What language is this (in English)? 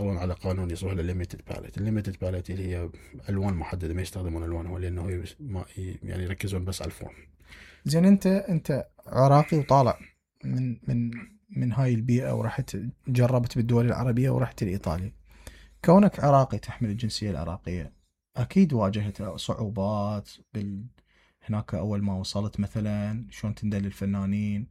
Mesopotamian Arabic